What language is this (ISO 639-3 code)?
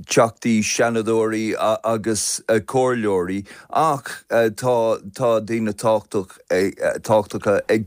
gle